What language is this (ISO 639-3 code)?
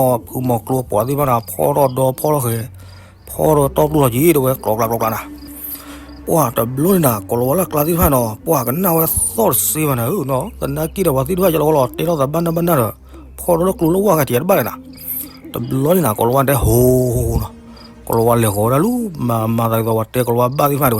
ksw